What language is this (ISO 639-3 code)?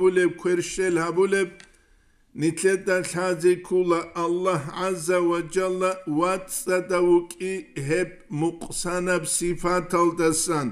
ava